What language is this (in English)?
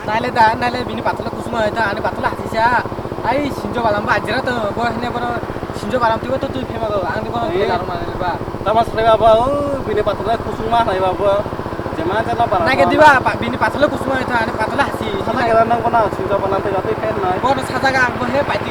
Kok Borok